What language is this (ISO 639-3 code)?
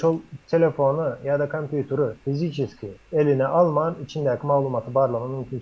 tuk